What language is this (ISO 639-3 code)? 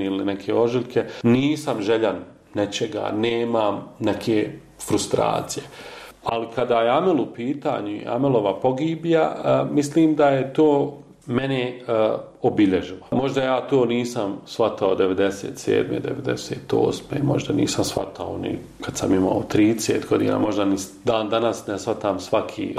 bos